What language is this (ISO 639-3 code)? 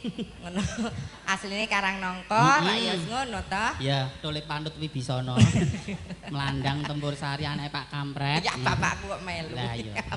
jav